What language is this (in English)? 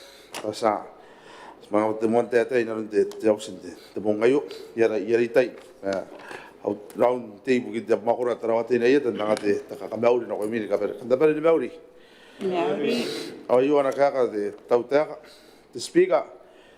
Gilbertese